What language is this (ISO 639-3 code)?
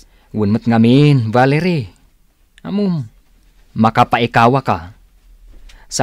ilo